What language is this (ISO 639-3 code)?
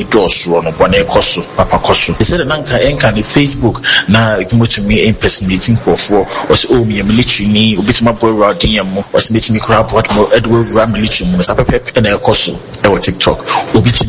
aka